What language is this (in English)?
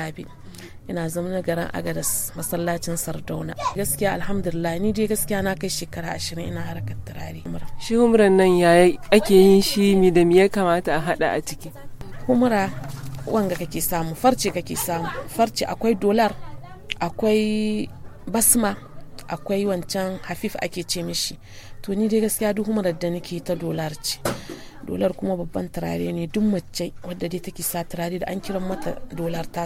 Hausa